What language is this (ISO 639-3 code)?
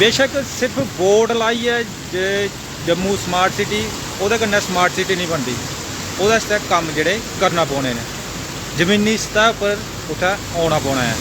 doi